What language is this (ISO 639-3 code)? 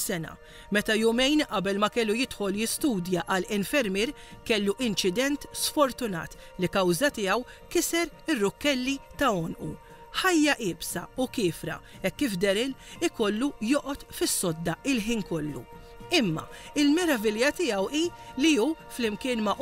mlt